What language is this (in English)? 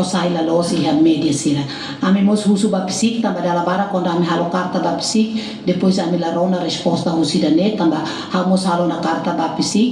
Tetum